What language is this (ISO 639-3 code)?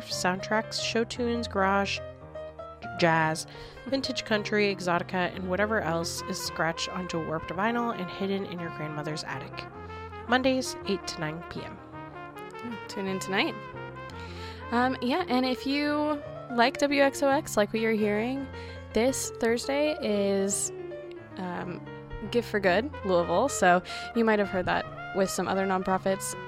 eng